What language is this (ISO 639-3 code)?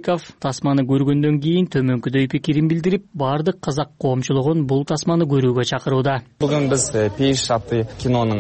kir